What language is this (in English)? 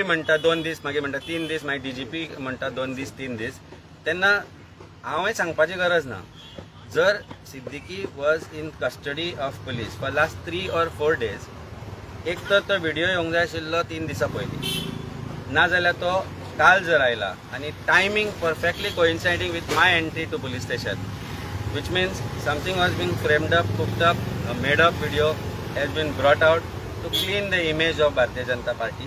Konkani